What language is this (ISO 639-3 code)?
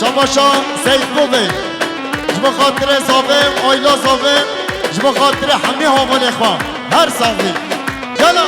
kur